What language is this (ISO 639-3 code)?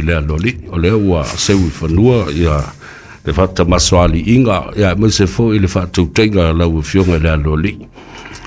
smo